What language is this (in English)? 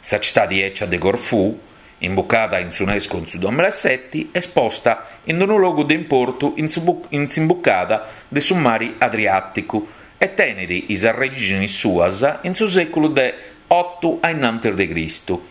Sardinian